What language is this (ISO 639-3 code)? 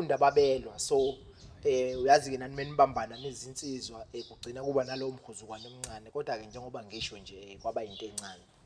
zul